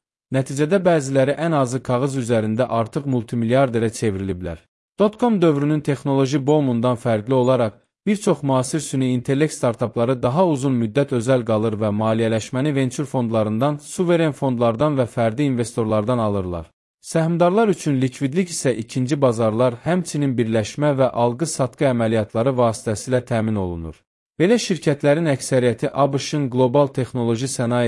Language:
Azerbaijani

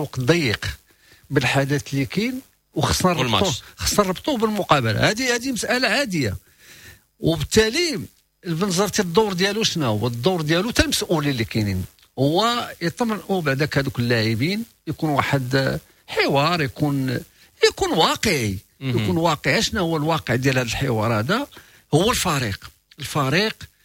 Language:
Moroccan Arabic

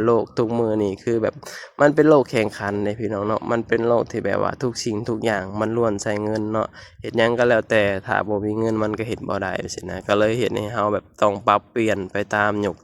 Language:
Lao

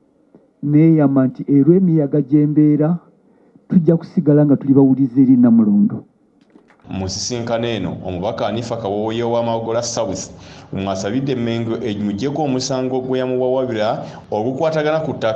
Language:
Ganda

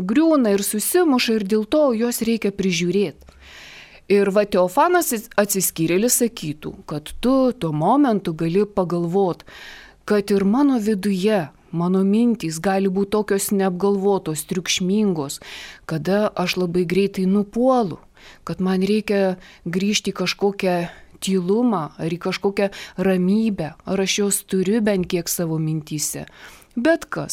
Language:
Lithuanian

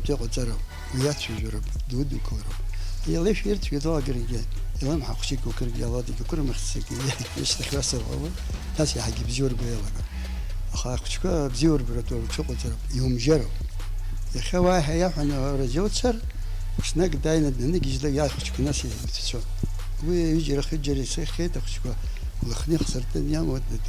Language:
Abkhazian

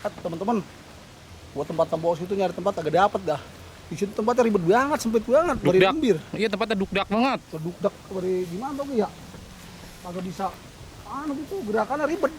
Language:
Betawi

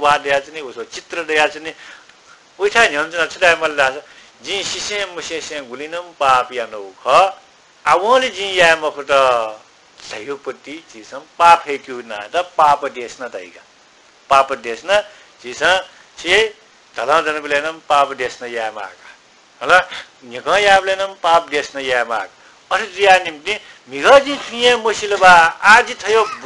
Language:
Newari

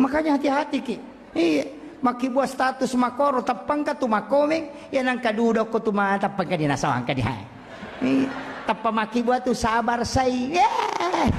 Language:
Buginese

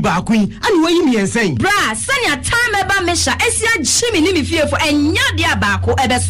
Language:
Akan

